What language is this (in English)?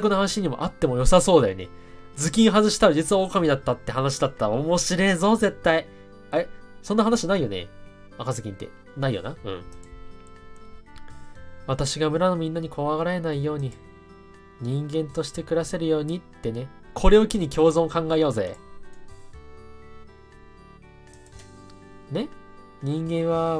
Japanese